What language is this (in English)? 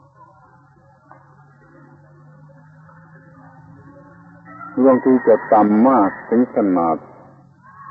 Thai